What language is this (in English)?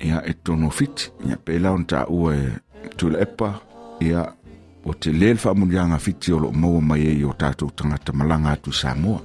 Samoan